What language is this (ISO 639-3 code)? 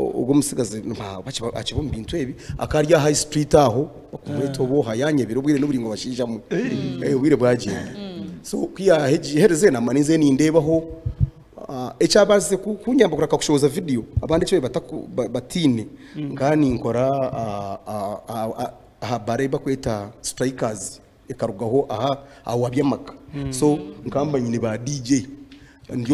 nyn